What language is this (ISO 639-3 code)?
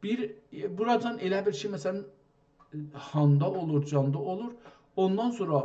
azb